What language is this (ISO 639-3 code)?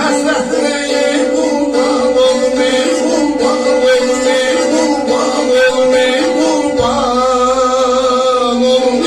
azb